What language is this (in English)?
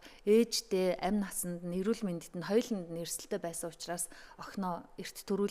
Mongolian